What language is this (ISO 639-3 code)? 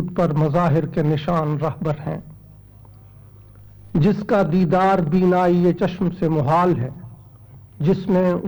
urd